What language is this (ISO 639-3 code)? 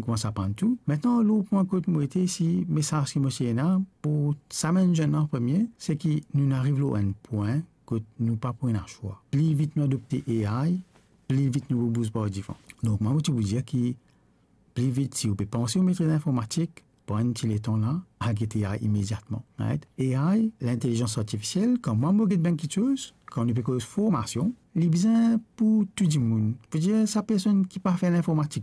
mfe